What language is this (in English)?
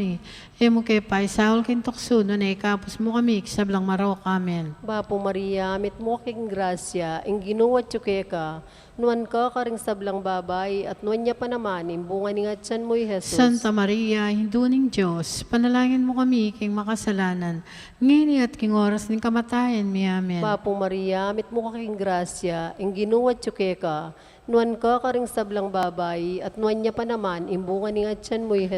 Pampanga